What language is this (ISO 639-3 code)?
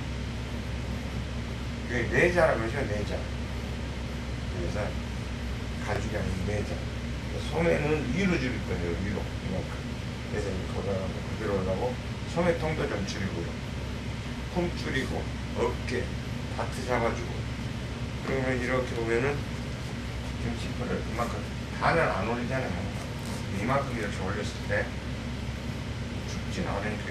kor